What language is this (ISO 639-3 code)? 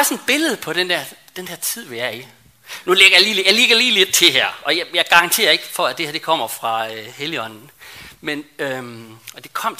dan